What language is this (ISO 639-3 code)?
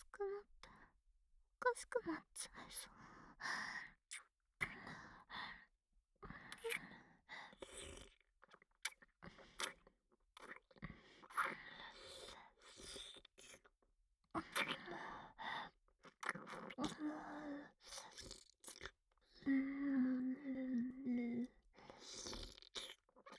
jpn